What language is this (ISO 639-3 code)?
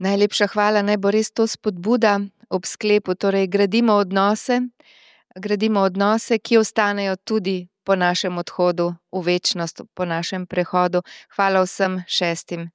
slv